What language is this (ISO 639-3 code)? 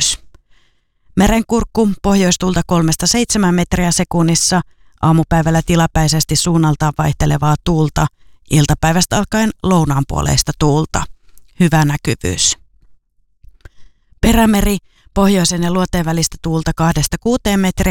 fin